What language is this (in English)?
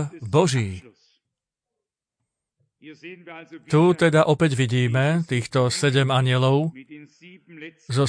Slovak